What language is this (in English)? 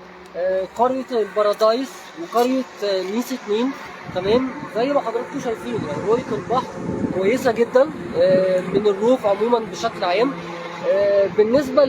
Egyptian Arabic